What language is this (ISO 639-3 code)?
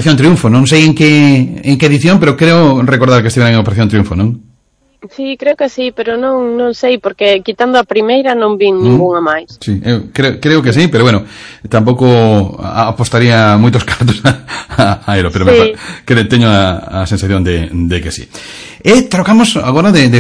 glg